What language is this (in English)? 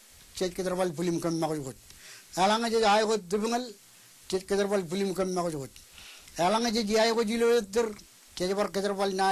Marshallese